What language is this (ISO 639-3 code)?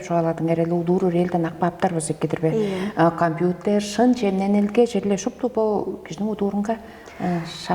tyv